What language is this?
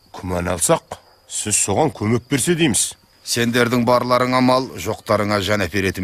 Kazakh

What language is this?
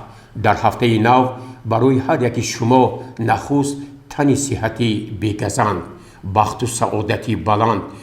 Tajik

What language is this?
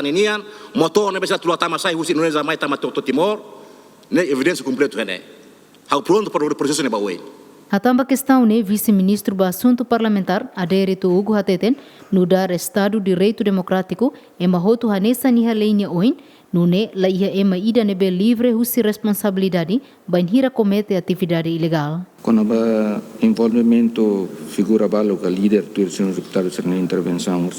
Tetum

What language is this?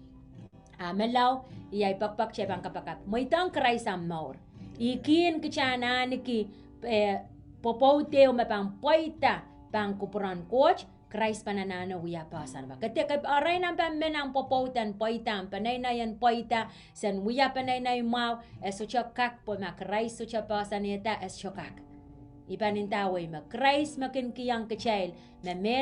Pohnpeian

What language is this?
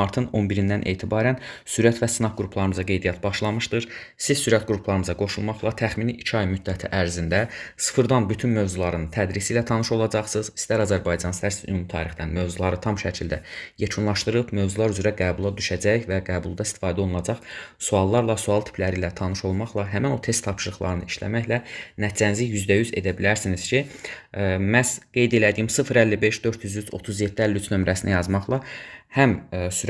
Azerbaijani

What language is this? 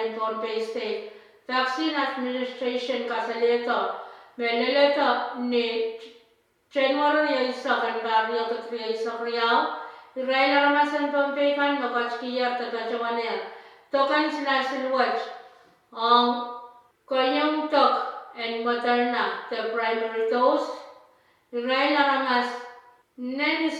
Pohnpeian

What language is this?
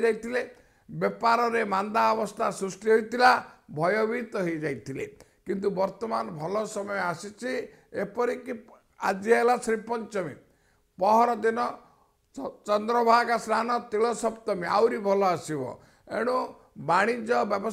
Odia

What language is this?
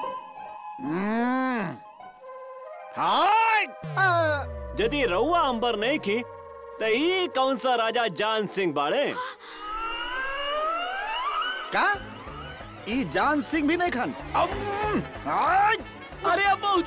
Bhojpuri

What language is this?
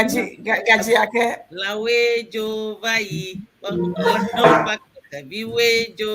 Ewe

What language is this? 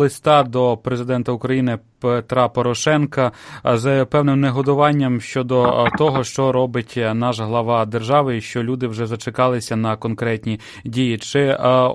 Ukrainian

